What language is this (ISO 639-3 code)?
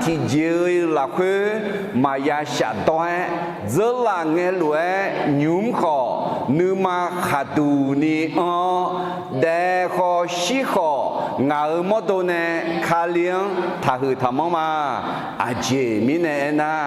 ahk